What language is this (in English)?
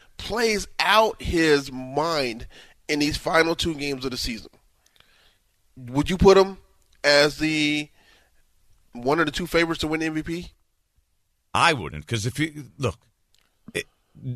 English